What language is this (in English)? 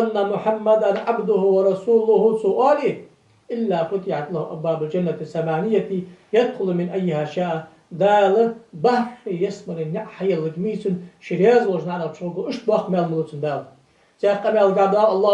Ingush